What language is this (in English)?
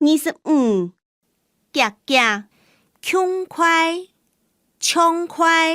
Hakka Chinese